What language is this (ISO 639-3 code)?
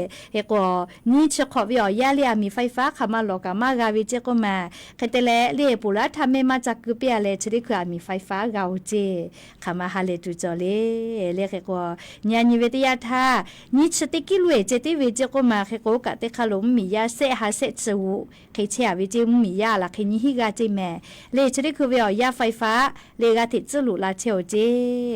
lhu